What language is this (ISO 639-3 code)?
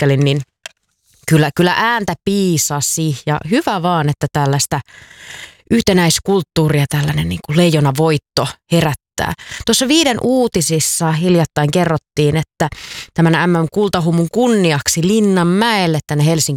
fin